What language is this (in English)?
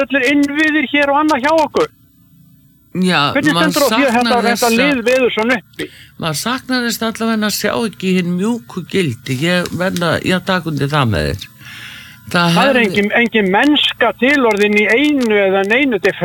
Icelandic